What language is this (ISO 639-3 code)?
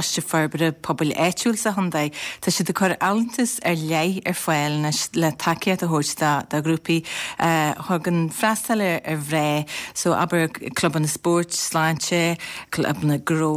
gle